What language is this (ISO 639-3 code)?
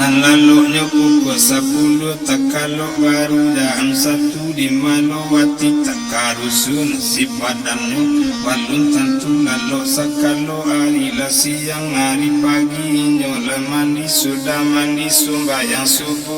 min